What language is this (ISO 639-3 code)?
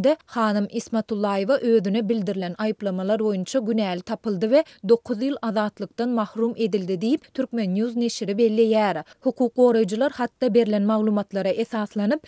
tuk